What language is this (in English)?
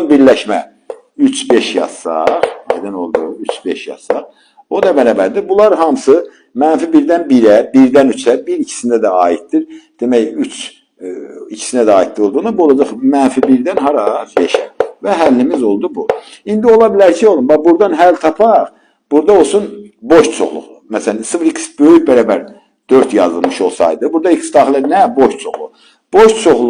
Azerbaijani